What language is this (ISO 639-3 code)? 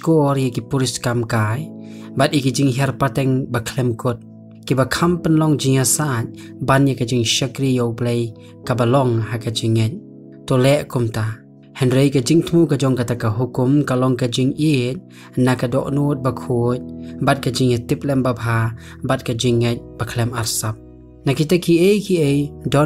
kha